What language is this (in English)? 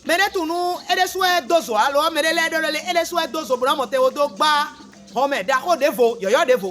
Fon